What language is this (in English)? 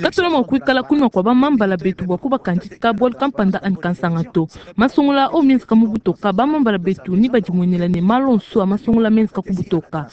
Luba-Lulua